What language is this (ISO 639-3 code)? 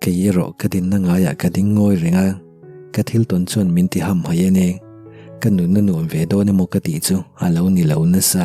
lus